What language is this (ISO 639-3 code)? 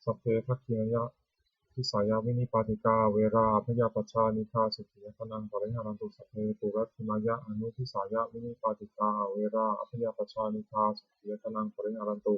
pli